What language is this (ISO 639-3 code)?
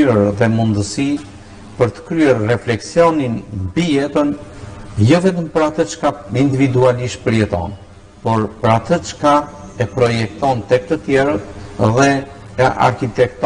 sqi